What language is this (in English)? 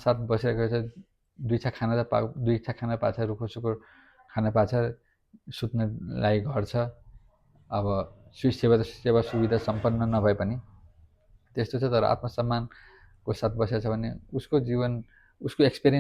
Nepali